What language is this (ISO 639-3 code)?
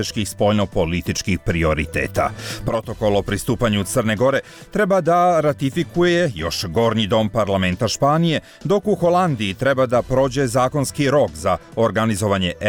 hrv